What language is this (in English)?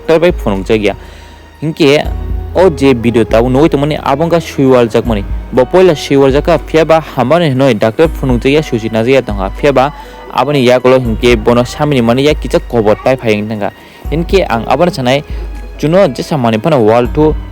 Kok Borok